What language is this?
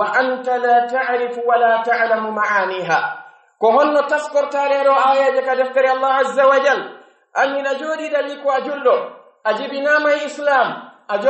Pular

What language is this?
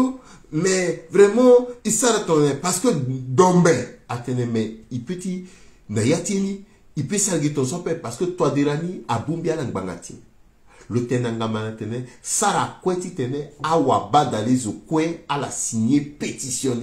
Sango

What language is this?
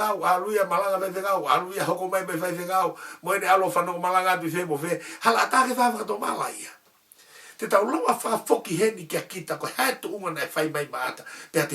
Tongan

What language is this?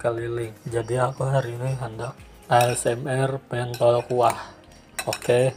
Banjar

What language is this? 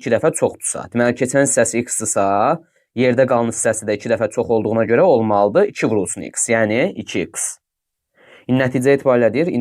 Azerbaijani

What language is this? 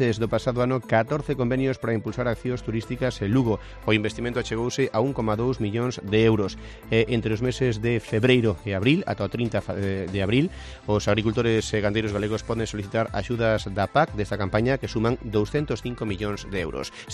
Galician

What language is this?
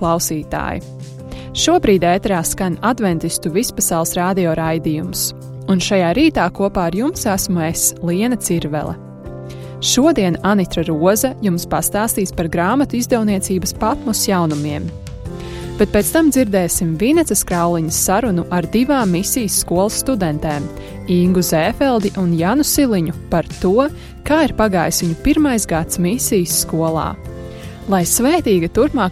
Latvian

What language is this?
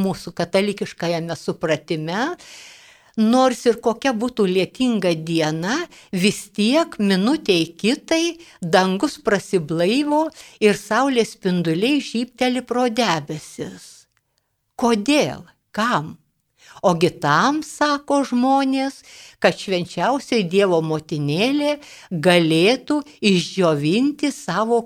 Lithuanian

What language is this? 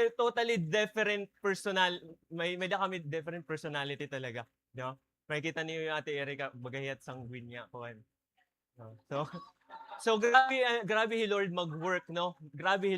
Waray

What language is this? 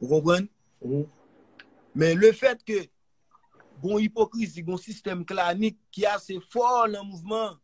Haitian Creole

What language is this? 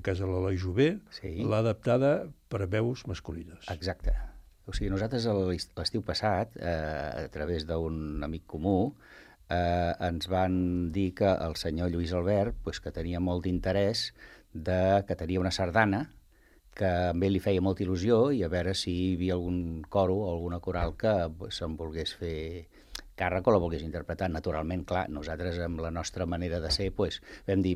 Catalan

